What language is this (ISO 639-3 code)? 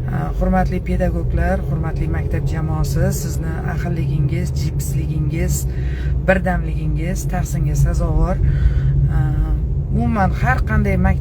uzb